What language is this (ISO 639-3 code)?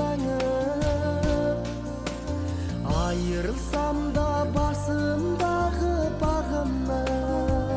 kaz